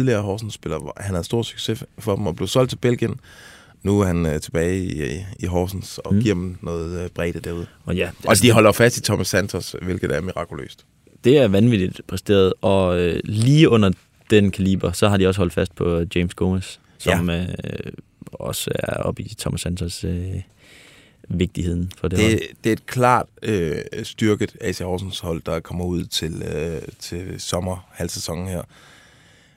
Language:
Danish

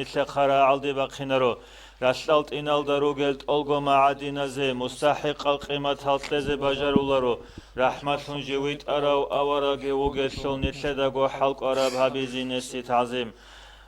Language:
Avaric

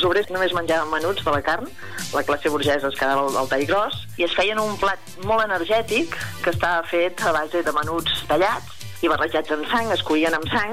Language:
Catalan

